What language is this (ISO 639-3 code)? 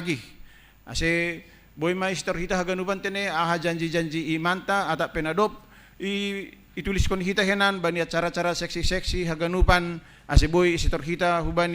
bts